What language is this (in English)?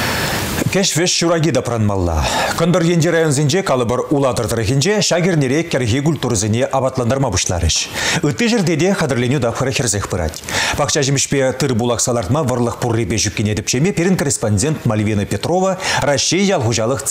Chuvash